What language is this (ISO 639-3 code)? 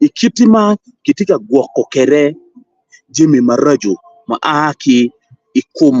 ach